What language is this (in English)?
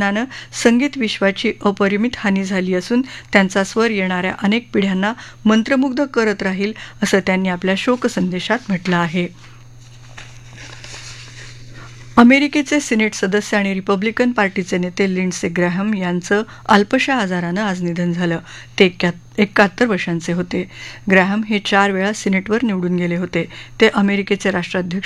Marathi